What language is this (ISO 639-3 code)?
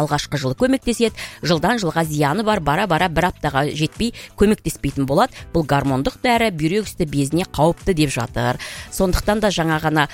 kaz